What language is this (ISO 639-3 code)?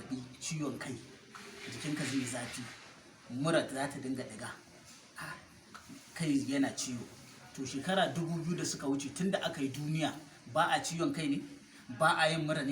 hau